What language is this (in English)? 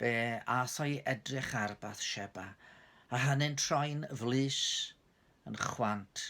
Welsh